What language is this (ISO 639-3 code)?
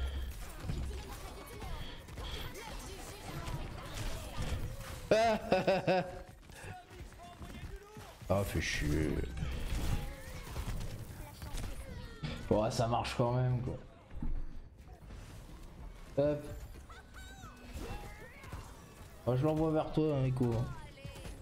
fra